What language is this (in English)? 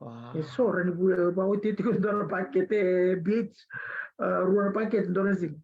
Fijian